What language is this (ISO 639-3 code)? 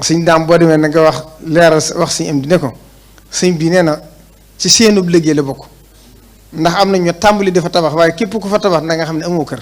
wol